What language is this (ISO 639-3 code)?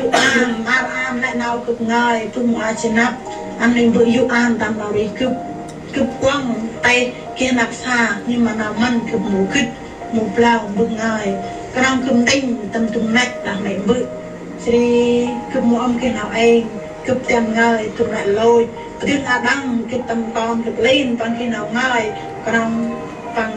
cmo